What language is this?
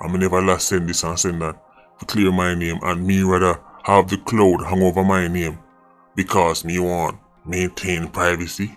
Jamaican Creole English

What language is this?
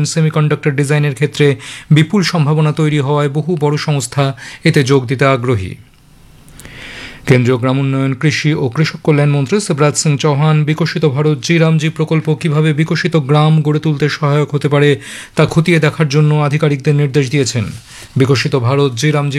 Bangla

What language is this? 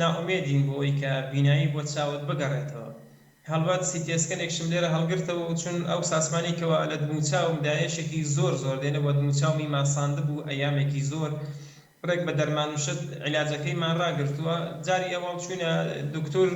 Central Kurdish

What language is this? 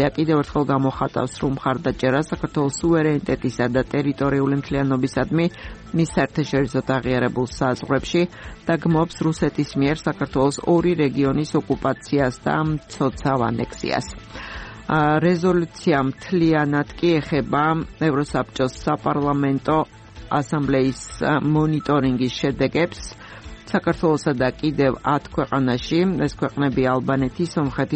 Georgian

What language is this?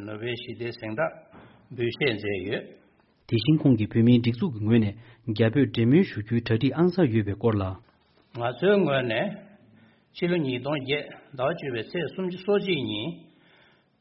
Tibetan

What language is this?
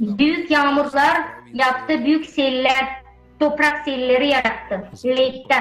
Gagauz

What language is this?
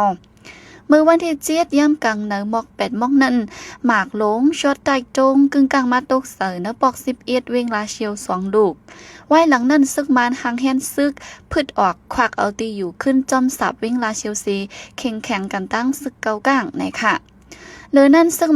Shan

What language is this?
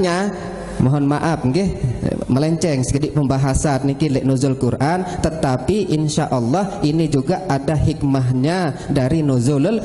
Sasak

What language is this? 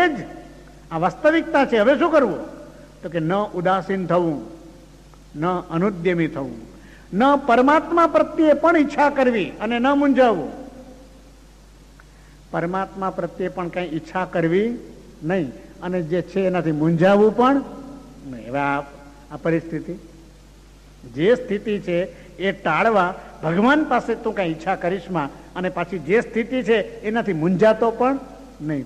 Gujarati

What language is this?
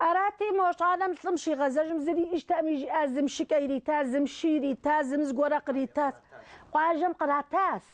Kabardian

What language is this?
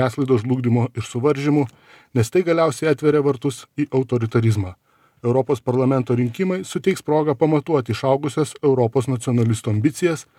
Lithuanian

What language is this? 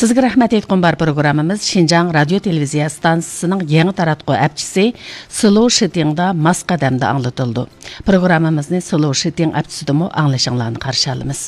Uyghur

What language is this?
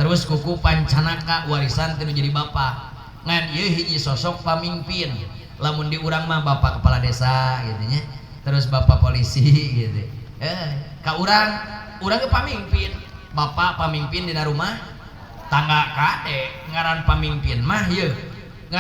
Sundanese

